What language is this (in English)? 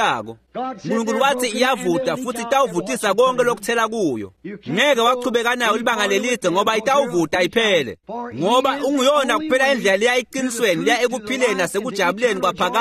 Swati